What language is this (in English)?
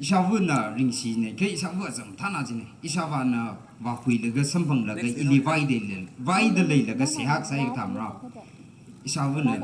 Tangkhul Naga (India)